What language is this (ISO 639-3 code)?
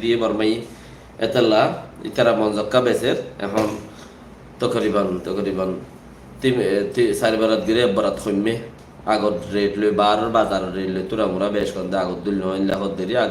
rhg